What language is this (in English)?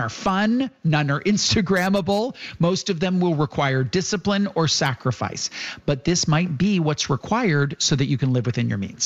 English